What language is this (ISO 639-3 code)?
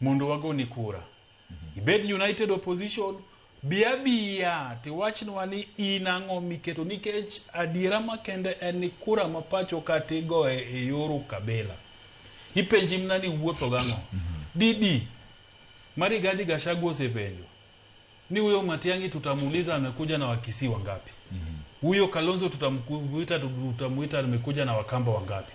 luo